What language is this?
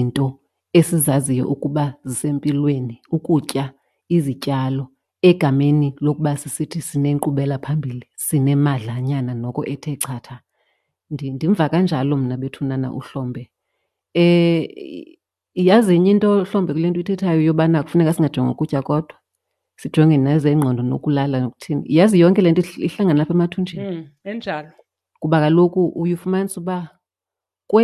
Xhosa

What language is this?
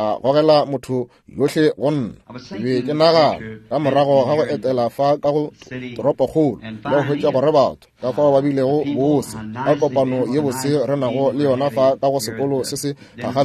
Northern Sotho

